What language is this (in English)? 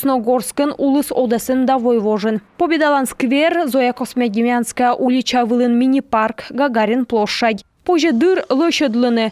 Komi